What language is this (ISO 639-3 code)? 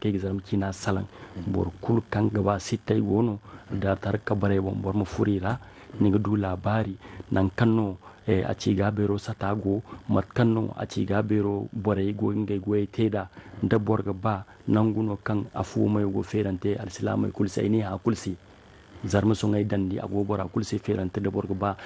dje